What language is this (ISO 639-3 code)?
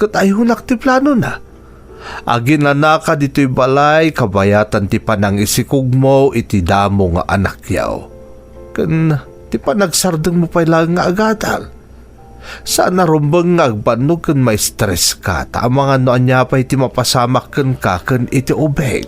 ilo